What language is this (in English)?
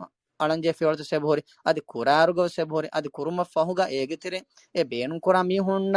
Divehi